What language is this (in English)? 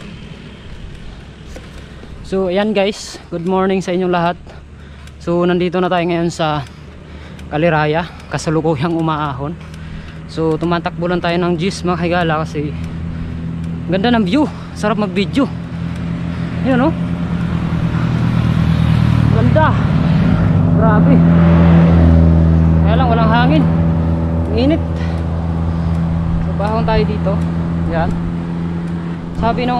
Filipino